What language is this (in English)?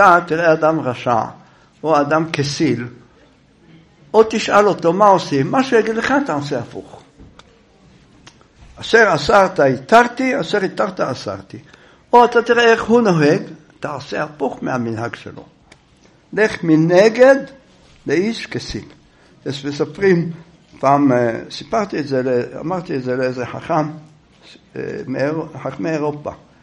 Hebrew